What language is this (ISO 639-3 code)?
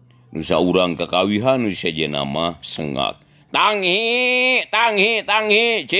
sun